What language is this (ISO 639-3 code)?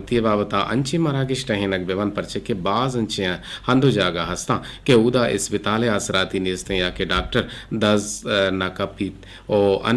bgp